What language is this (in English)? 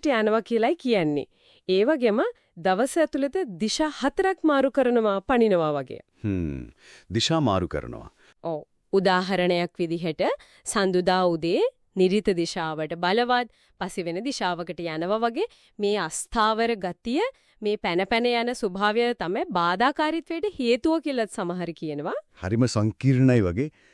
Sinhala